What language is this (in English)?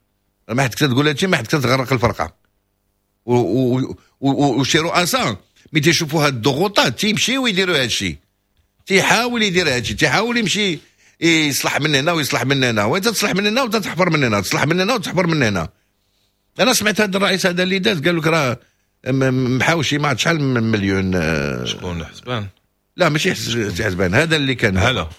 Moroccan Arabic